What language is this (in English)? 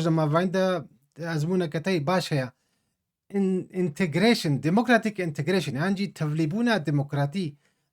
Kurdish